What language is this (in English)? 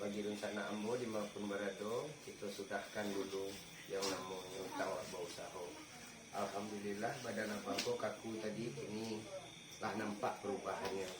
Minangkabau